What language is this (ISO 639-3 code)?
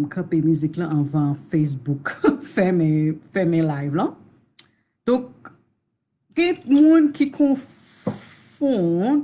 hat